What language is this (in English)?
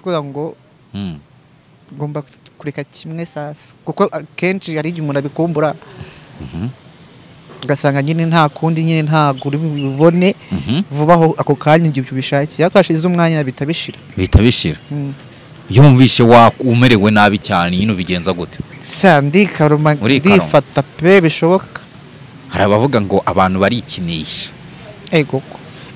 Kinyarwanda